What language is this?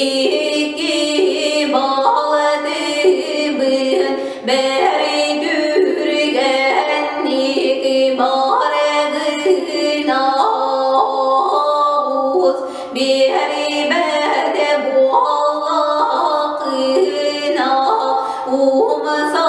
Yakut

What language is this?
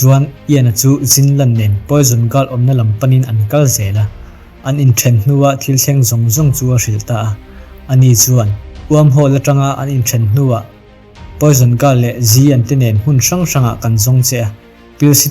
Mizo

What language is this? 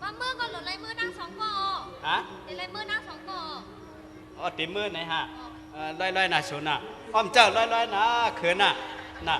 Shan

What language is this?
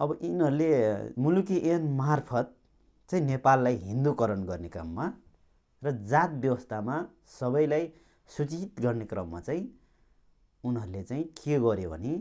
Nepali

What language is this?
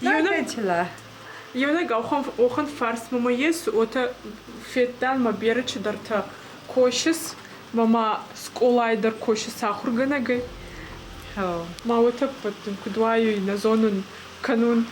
Ossetic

